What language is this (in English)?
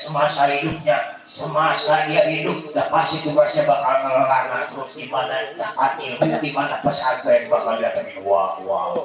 Betawi